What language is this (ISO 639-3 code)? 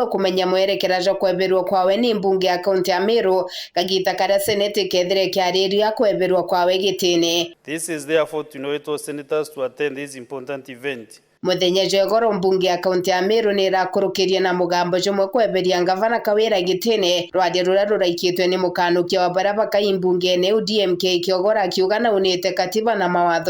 mer